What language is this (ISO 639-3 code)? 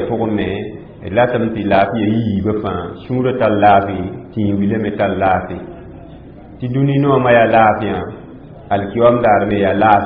mos